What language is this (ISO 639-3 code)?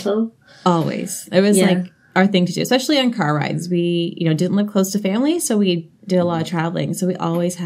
eng